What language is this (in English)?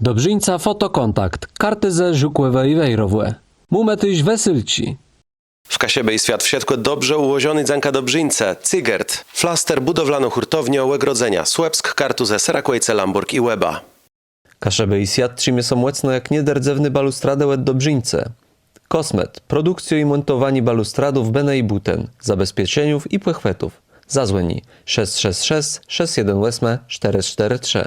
Kashubian